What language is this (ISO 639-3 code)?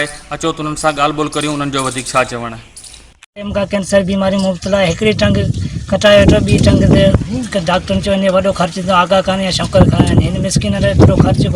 snd